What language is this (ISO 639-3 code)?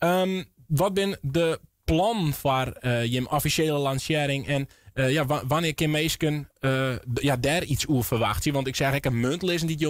fry